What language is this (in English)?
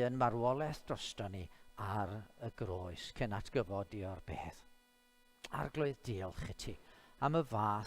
Welsh